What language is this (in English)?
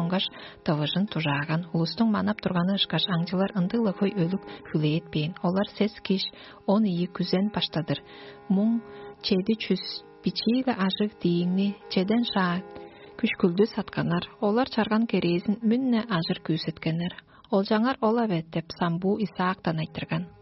Tuvinian